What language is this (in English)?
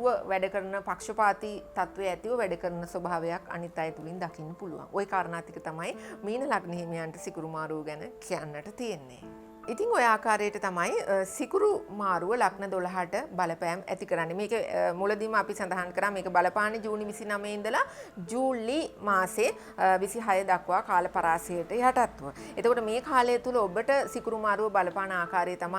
Sinhala